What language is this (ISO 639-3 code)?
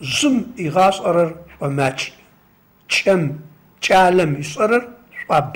ady